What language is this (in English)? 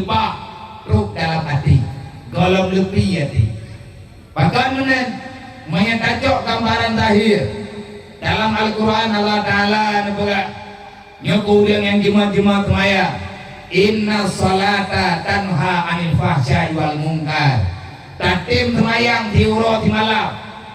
Achinese